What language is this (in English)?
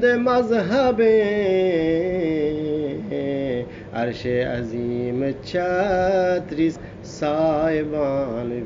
Eastern Balochi